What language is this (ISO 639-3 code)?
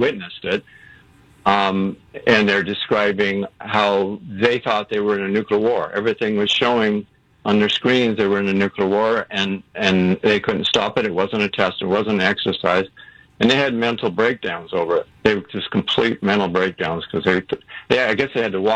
eng